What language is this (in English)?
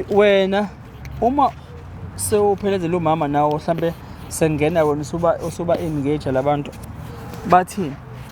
Zulu